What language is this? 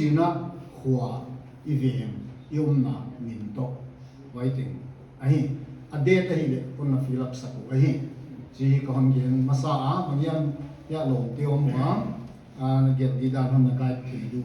Paite Chin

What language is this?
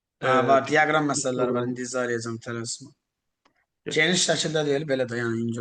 Azerbaijani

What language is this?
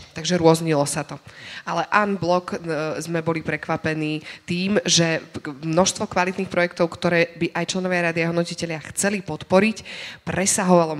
Slovak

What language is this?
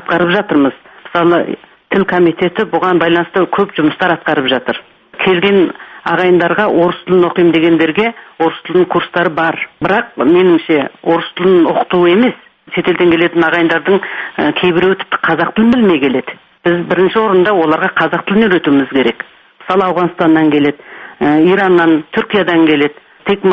Kazakh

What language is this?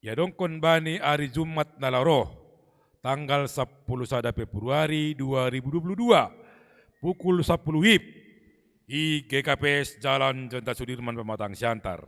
Batak Simalungun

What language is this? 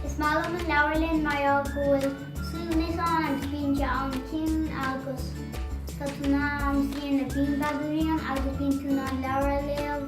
Irish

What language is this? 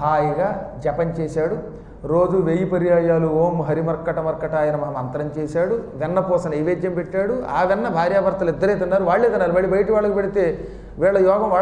Telugu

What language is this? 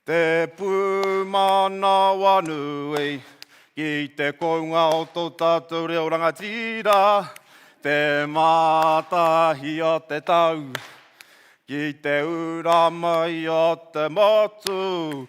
Māori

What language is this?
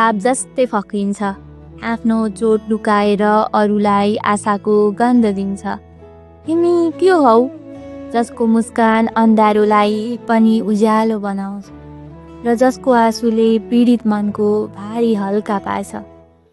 Nepali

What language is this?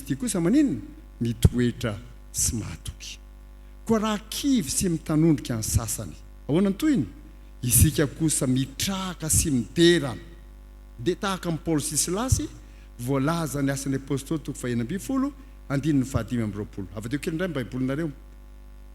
Malagasy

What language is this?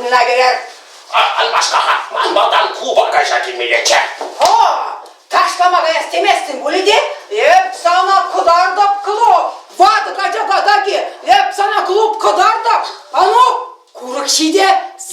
Chuvash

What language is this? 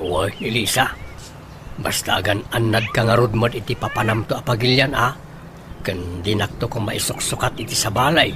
Iloko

